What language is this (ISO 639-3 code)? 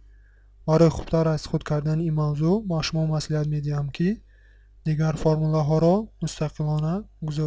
tgk